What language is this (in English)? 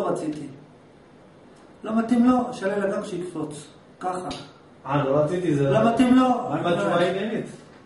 Hebrew